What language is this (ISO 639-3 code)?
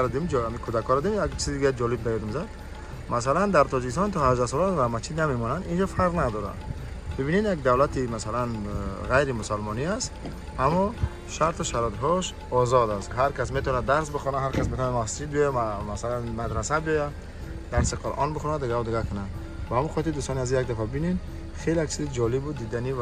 tgk